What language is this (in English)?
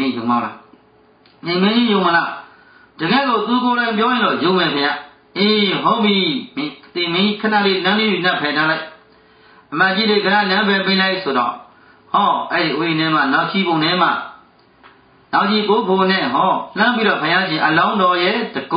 Burmese